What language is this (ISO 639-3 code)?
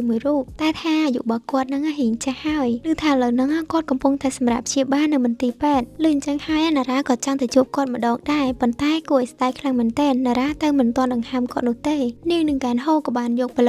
khm